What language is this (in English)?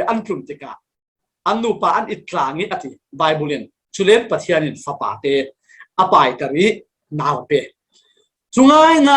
Falam Chin